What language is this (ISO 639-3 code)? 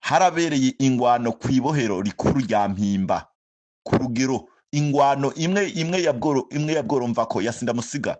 run